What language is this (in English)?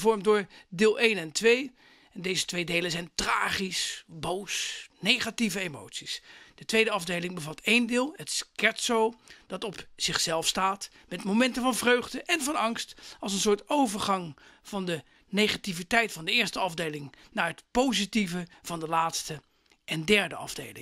Dutch